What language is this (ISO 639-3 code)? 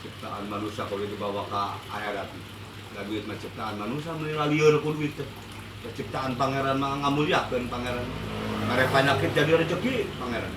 sun